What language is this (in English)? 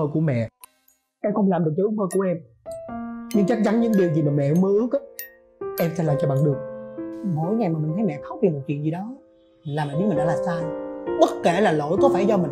Vietnamese